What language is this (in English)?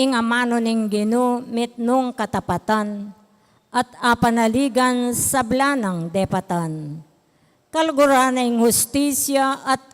Pampanga